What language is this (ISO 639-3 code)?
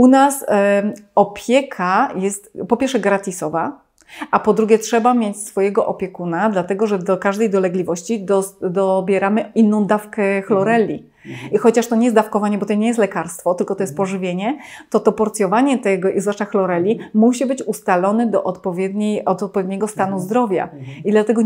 pol